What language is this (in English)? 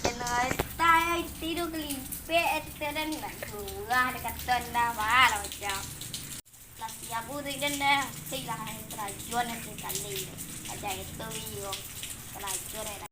Minangkabau